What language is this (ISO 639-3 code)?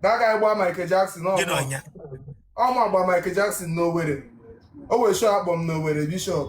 ibo